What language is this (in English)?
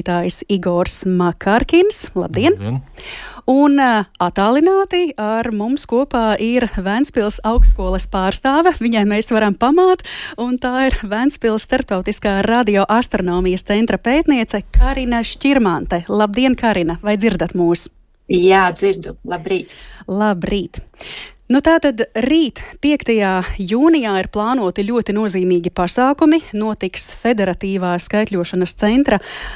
Latvian